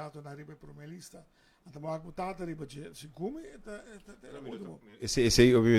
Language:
Papiamento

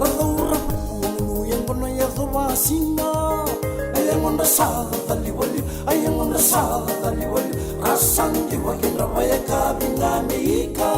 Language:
Fijian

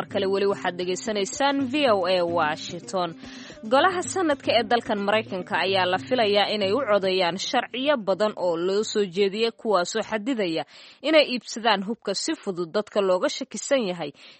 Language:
Somali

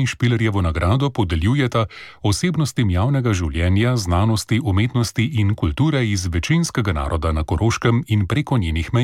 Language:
Slovenian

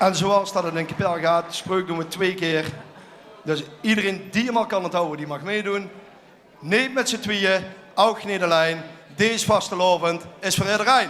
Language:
Limburgish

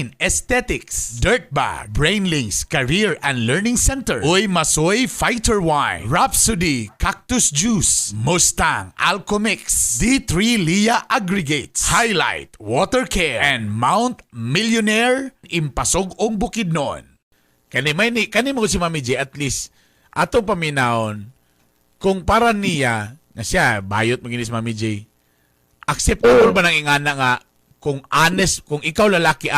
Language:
Cebuano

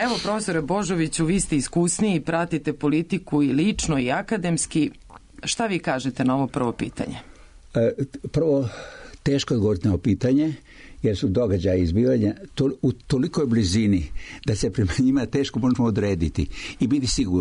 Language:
Serbian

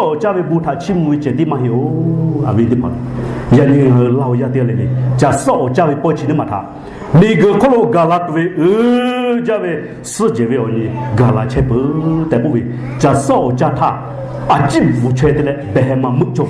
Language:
Lahu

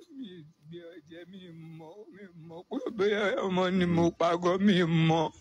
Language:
Yoruba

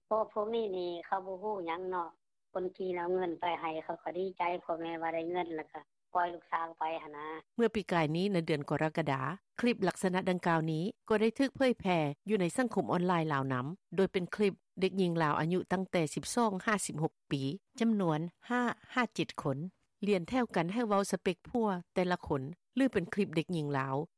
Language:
Lao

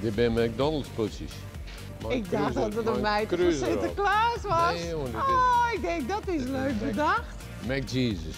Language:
Western Frisian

